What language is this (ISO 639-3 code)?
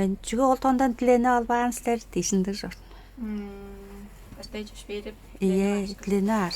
tyv